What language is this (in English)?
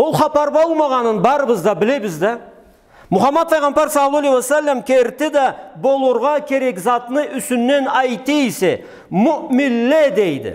Karachay-Balkar